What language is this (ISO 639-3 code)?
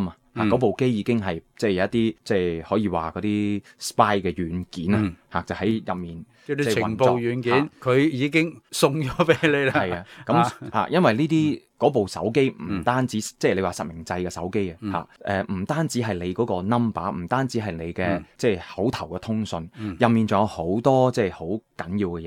yue